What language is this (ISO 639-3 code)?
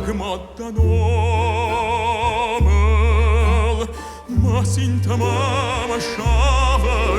oss